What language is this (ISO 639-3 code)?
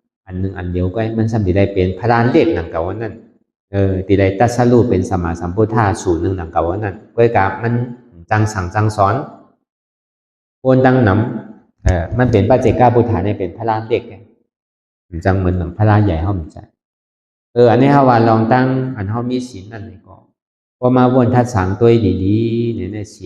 shn